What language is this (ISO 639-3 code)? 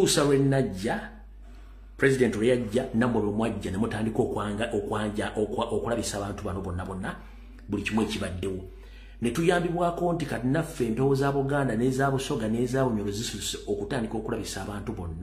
lug